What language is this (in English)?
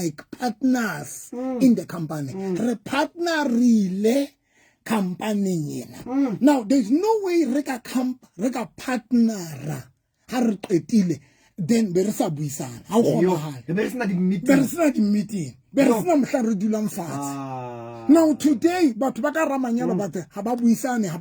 Southern Sotho